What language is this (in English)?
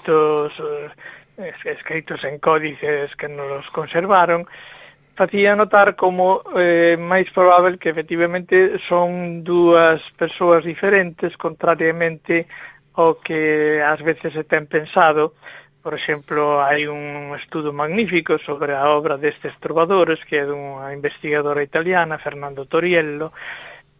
Galician